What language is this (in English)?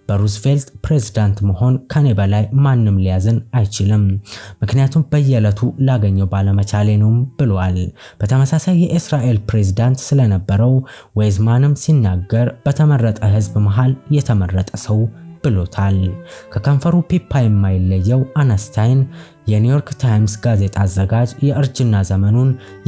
Amharic